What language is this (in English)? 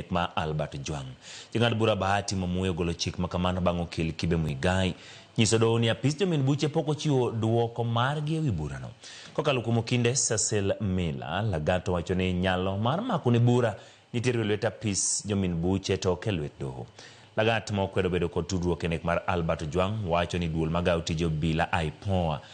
Luo (Kenya and Tanzania)